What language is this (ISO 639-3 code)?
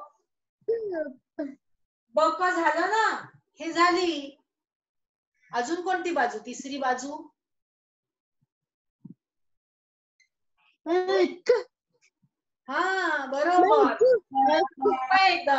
mar